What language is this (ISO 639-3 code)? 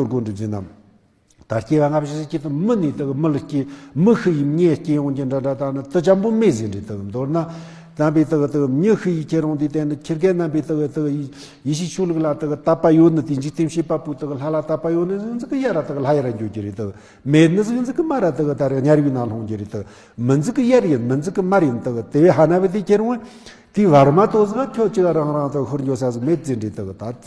bod